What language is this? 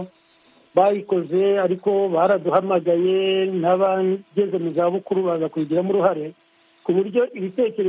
Kinyarwanda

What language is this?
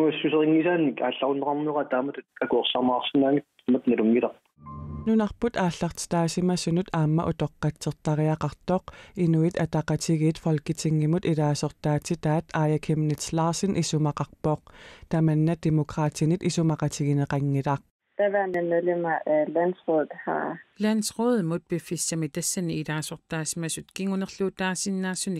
Kalaallisut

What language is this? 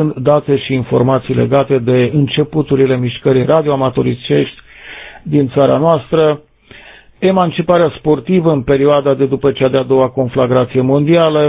Romanian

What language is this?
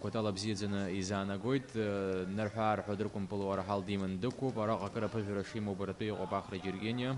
Abkhazian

